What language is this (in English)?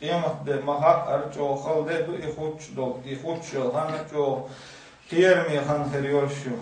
Chechen